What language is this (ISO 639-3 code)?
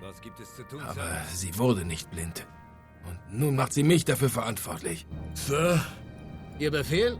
bar